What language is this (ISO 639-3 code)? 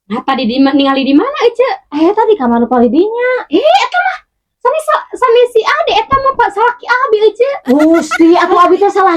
sun